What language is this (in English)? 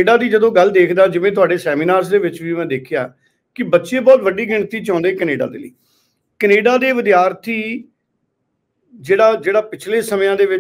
Punjabi